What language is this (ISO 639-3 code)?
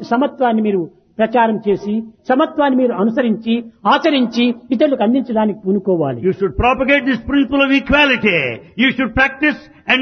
tel